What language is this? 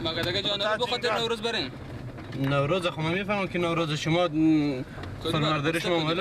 Persian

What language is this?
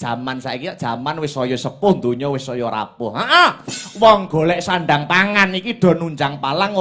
Javanese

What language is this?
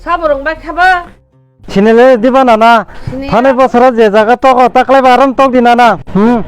Kok Borok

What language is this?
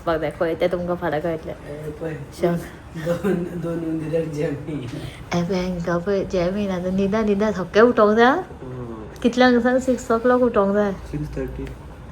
Konkani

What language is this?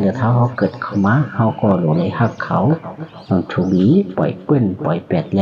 Shan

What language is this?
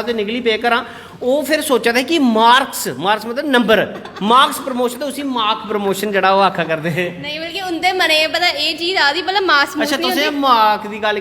Dogri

